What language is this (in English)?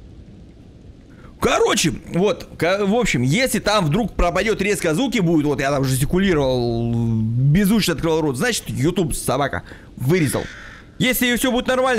Russian